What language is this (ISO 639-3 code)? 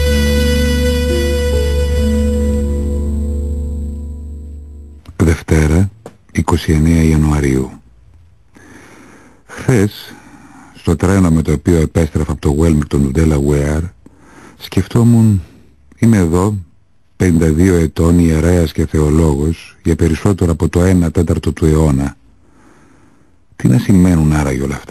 ell